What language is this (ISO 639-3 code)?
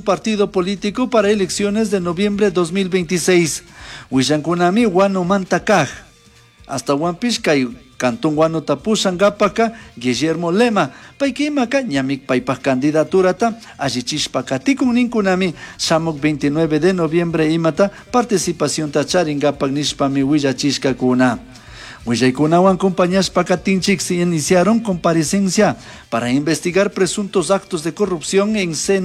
qug